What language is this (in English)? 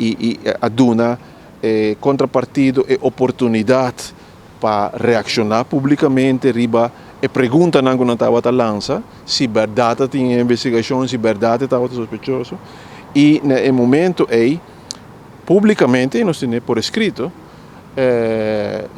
Papiamento